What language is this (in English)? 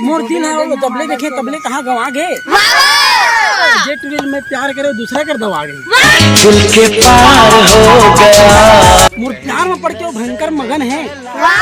Chhattisgarhi